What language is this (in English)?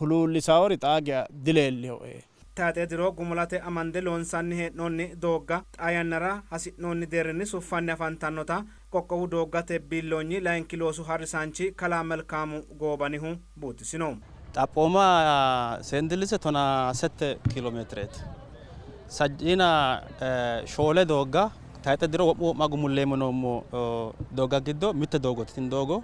Sidamo